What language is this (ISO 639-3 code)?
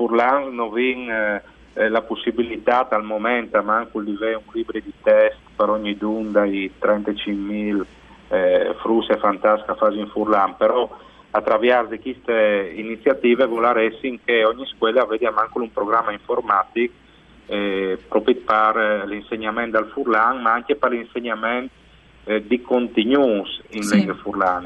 fur